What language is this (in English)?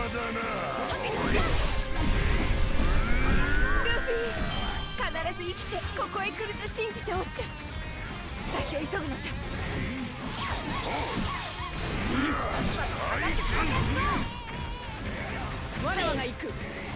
Japanese